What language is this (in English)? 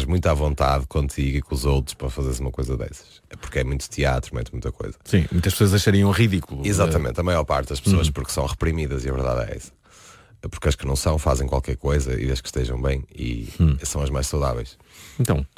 Portuguese